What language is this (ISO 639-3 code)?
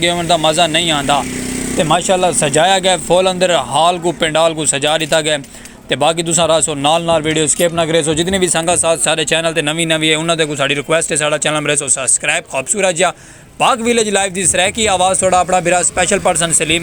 skr